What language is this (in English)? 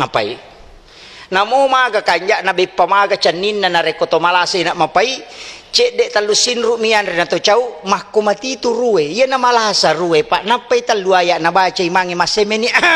Buginese